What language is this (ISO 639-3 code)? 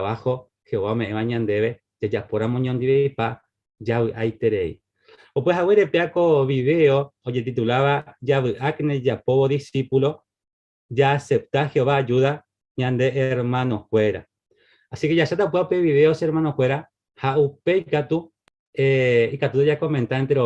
grn